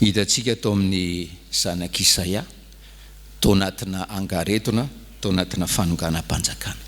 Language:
Malagasy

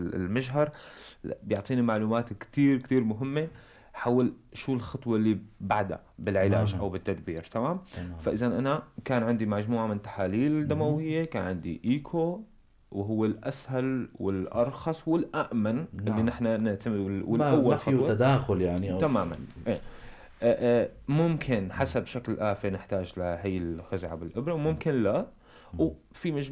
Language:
North Levantine Arabic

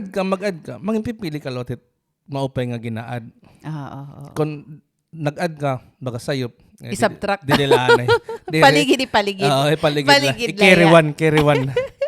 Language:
Waray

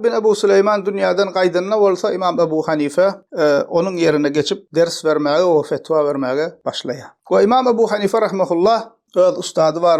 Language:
Turkmen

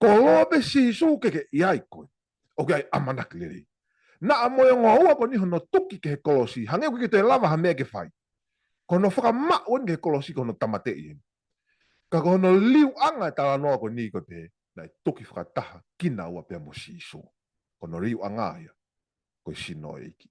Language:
Tongan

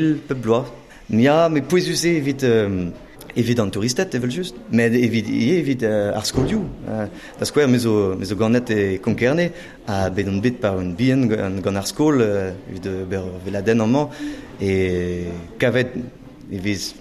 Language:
Breton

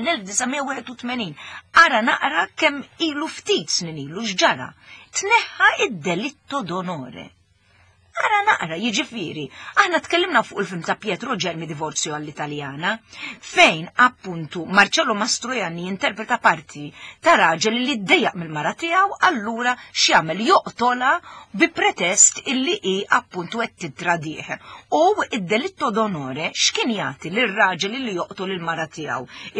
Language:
Maltese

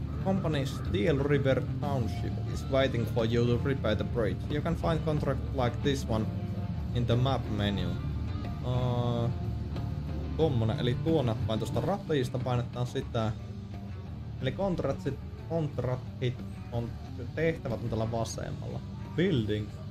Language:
Finnish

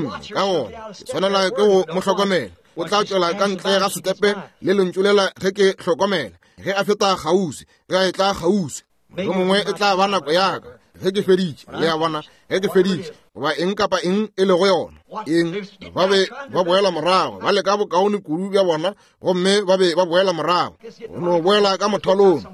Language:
Northern Sotho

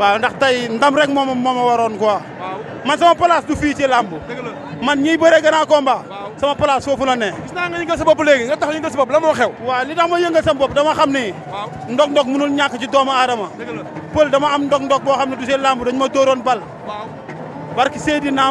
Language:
Wolof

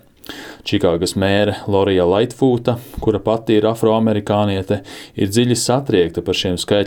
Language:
Latvian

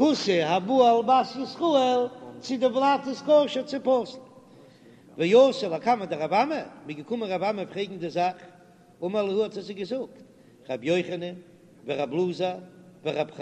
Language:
Yiddish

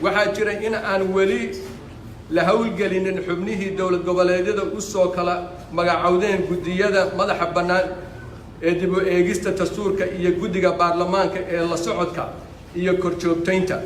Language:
Somali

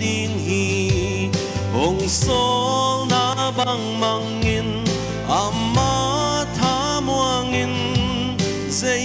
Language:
Paite Chin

